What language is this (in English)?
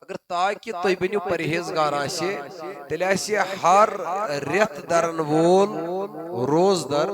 Kashmiri